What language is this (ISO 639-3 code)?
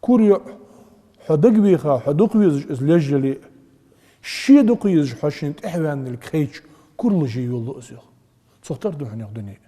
inh